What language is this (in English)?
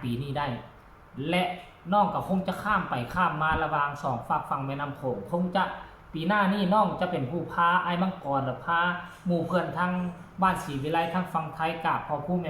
Northeastern Thai